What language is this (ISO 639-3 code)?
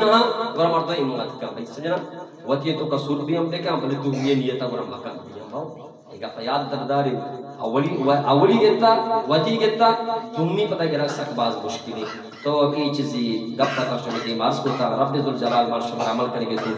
bgp